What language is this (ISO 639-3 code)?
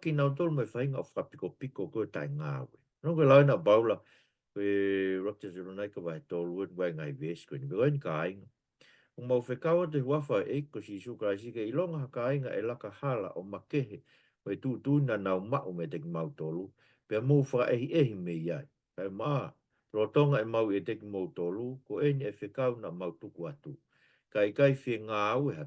ton